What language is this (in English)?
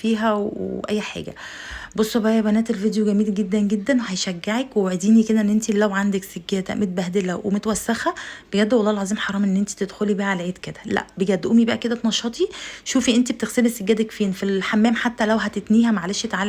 Egyptian Arabic